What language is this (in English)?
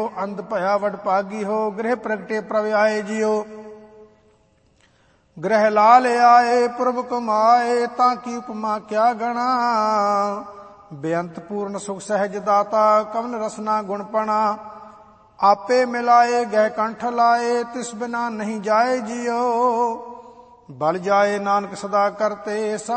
Punjabi